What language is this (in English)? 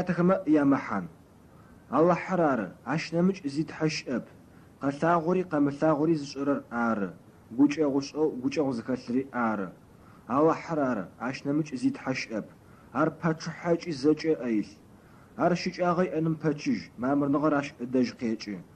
Adyghe